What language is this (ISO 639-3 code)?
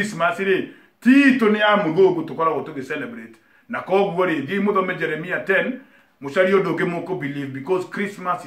kik